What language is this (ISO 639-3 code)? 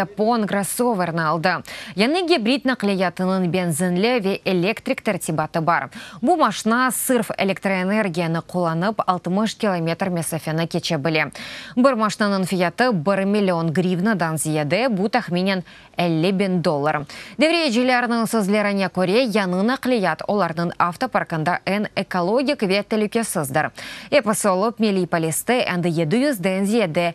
crh